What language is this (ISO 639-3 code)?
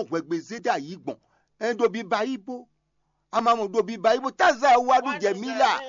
fon